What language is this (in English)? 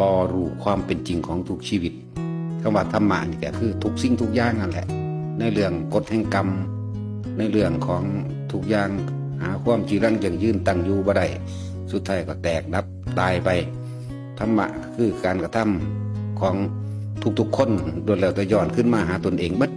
Northeastern Thai